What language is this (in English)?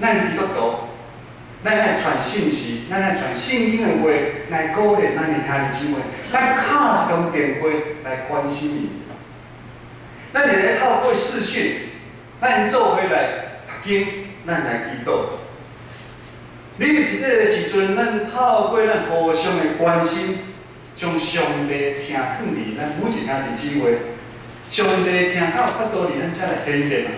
Min Nan Chinese